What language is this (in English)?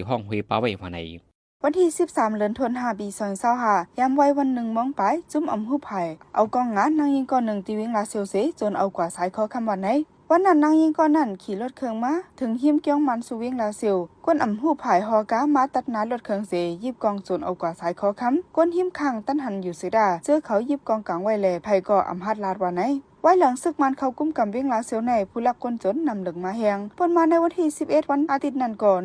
Shan